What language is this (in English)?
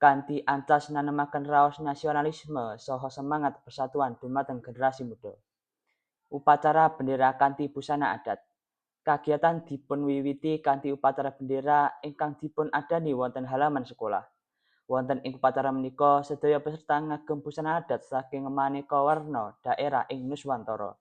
Javanese